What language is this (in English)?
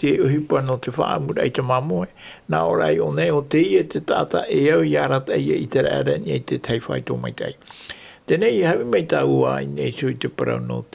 Tahitian